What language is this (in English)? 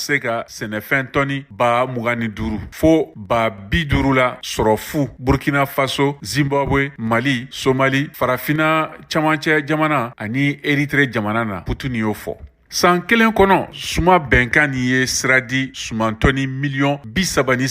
Bambara